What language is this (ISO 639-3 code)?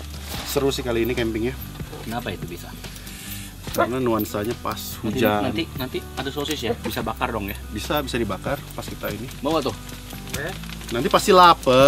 ind